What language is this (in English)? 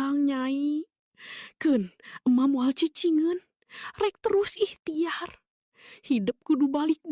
Sundanese